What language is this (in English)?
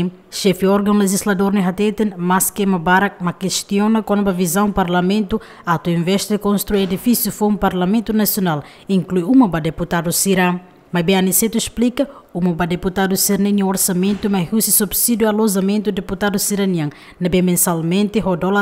Tetum